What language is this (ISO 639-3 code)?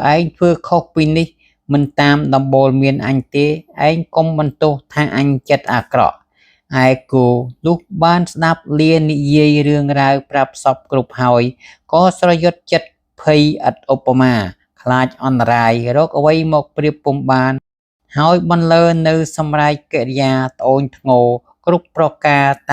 khm